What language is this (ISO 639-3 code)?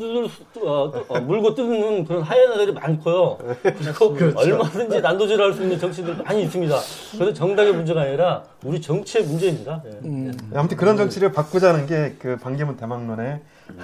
kor